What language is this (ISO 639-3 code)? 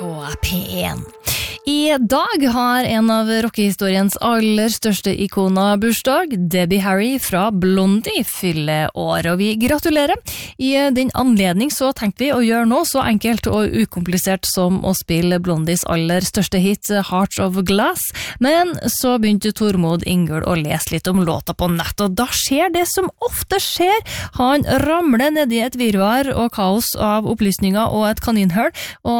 nor